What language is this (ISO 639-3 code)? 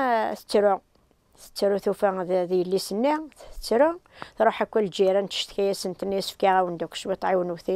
kab